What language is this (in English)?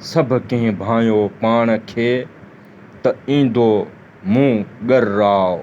Sindhi